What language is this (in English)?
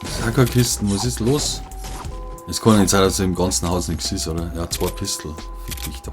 Bavarian